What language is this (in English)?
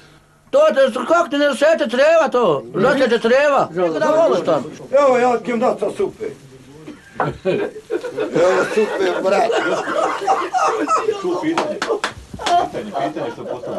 Bosnian